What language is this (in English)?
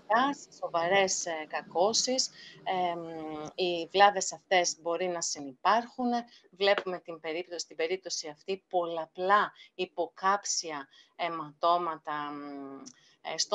Greek